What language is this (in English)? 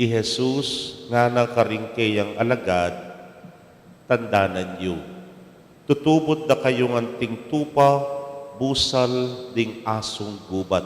Pampanga